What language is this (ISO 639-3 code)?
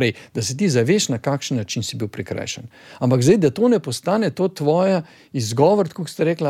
slv